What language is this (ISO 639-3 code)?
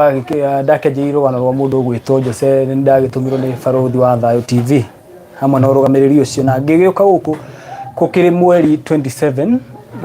kik